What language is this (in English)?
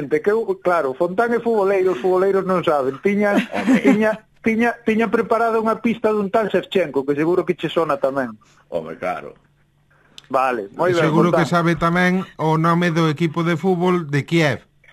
Galician